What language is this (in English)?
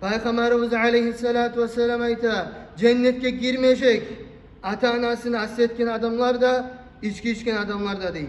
Kumyk